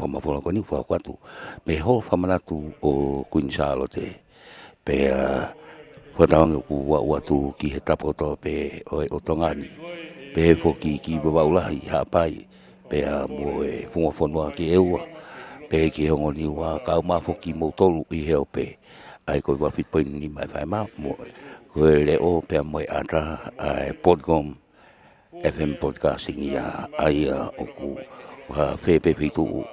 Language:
Tongan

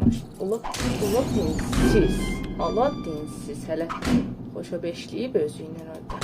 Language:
South Azerbaijani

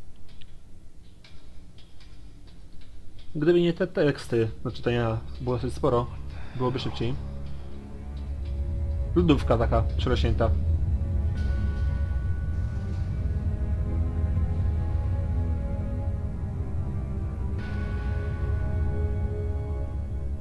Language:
Polish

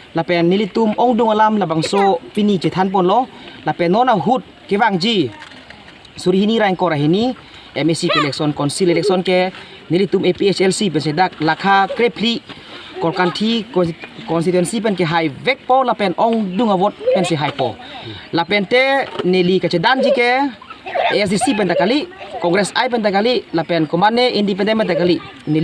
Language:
Karbi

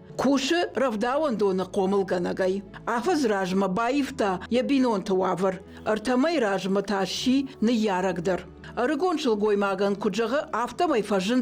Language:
Ossetic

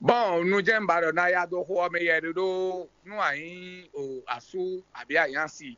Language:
Fon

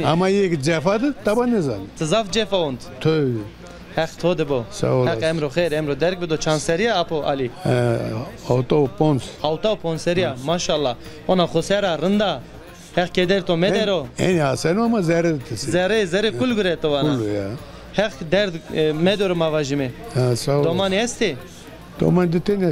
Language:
Zaza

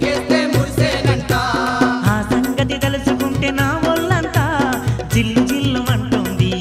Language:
Telugu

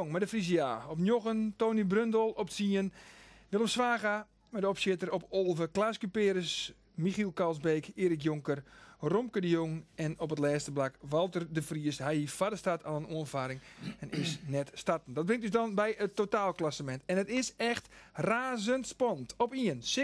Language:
Western Frisian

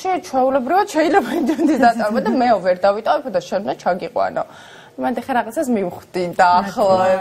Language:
Georgian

